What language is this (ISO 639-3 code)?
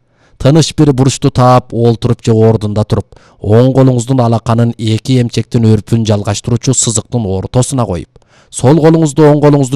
kir